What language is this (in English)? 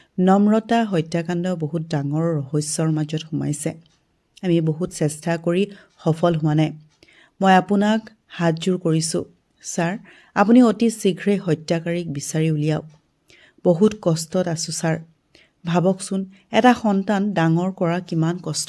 Assamese